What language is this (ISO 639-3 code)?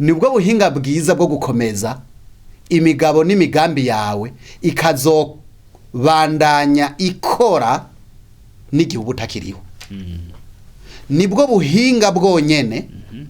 run